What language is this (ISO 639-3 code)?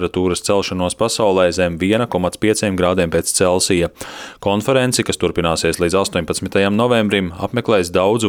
lav